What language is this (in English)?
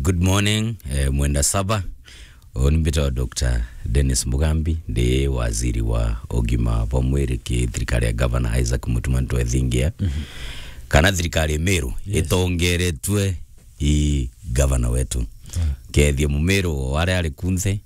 Meru